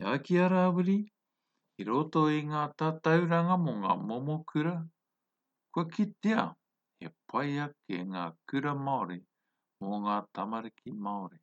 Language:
Māori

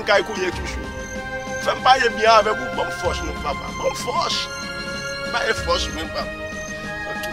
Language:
Haitian Creole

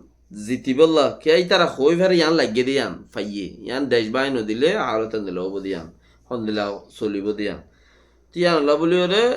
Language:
Rohingya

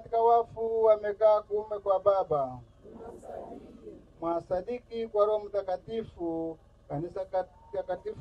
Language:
Swahili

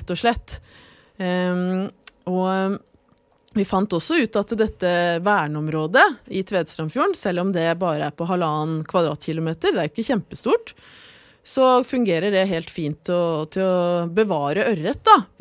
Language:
Norwegian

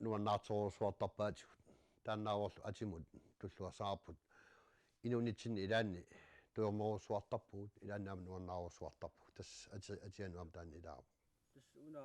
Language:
Kalaallisut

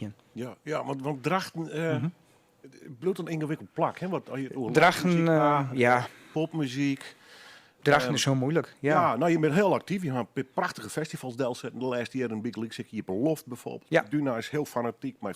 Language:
Western Frisian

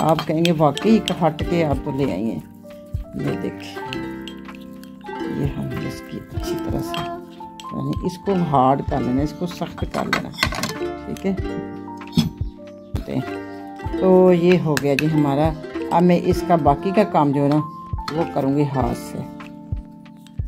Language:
Hindi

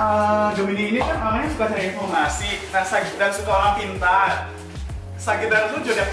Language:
Indonesian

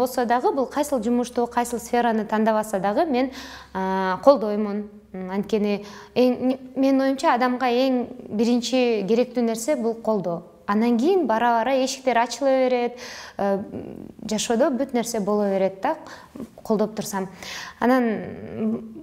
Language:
Kyrgyz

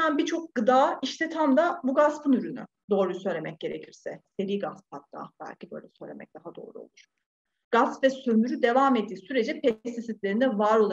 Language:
Turkish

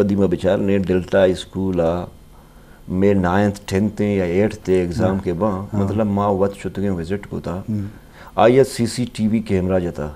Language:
Eastern Balochi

